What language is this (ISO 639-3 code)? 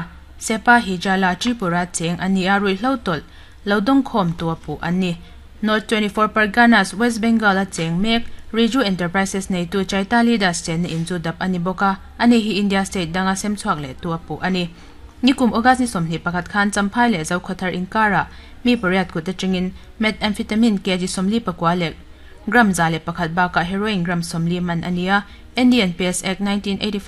lus